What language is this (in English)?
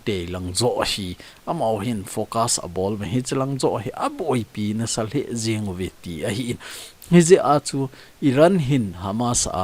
Thado Chin